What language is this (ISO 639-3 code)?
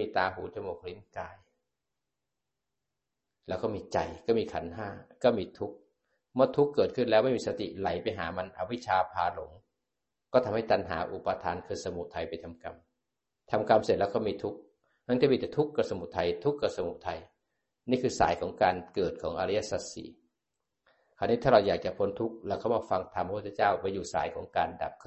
tha